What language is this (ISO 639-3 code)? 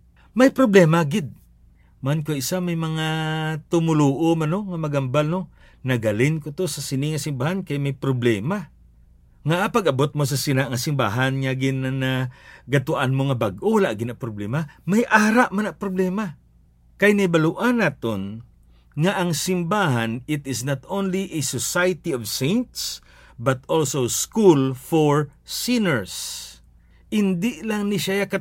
hil